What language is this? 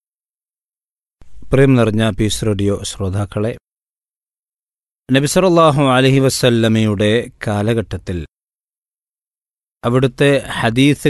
Malayalam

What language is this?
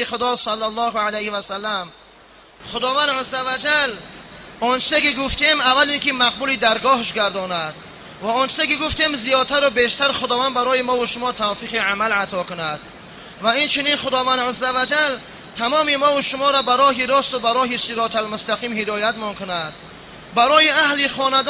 Tajik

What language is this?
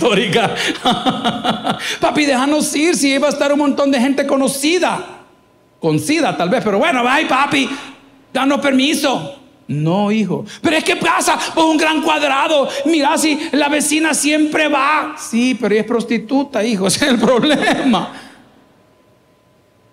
Spanish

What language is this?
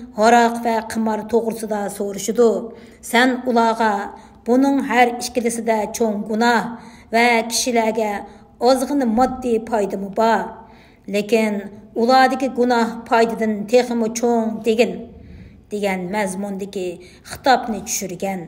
Uyghur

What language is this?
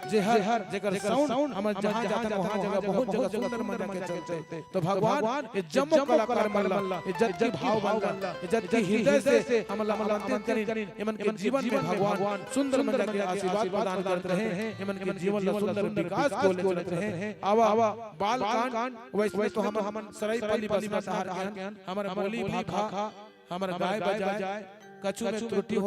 Chhattisgarhi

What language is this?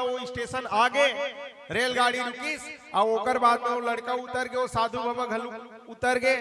Chhattisgarhi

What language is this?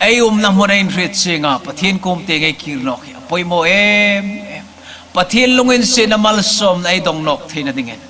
Hmar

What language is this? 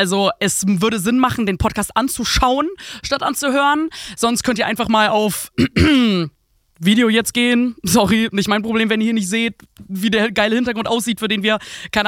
German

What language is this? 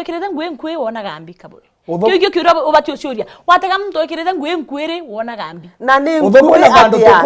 Meru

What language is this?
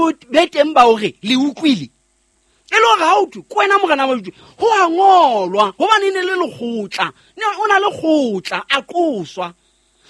Southern Sotho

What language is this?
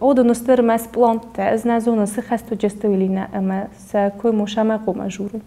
Ossetic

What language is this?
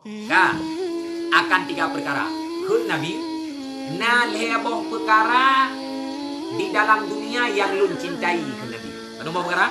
Achinese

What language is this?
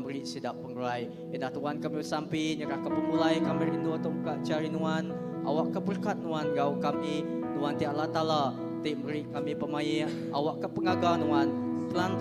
Iban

